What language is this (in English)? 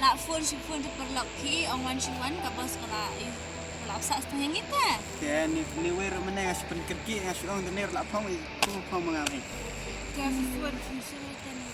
Khasi